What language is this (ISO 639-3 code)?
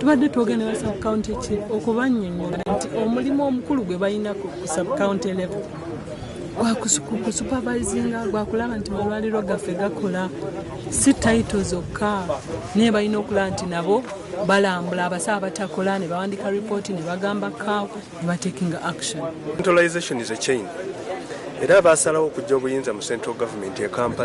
lug